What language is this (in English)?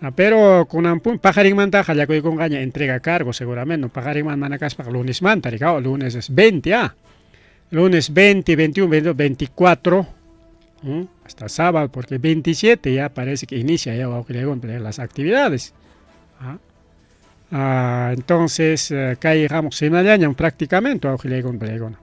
Ayacucho Quechua